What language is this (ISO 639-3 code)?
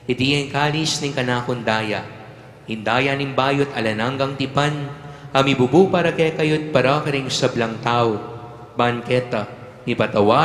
pam